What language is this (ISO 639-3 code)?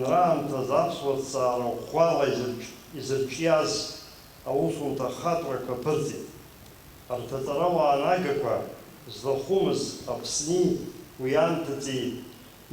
abk